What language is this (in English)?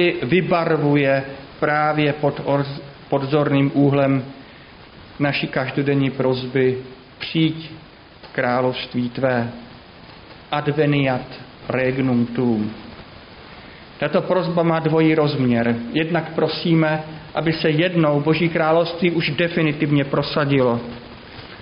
Czech